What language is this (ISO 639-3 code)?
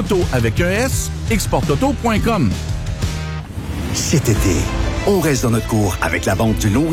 fra